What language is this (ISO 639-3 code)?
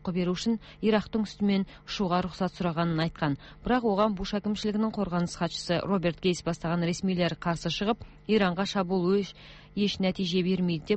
kaz